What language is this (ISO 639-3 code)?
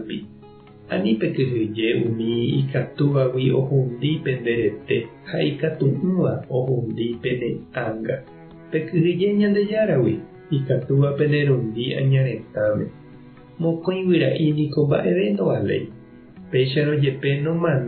grn